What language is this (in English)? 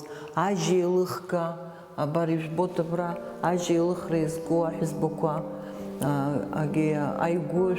Abkhazian